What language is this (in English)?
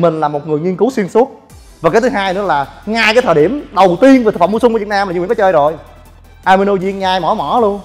Vietnamese